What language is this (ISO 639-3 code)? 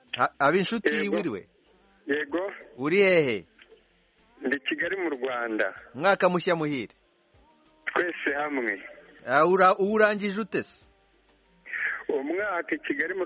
kin